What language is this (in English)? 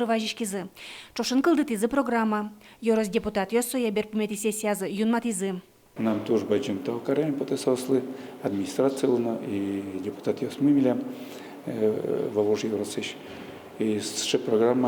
Udmurt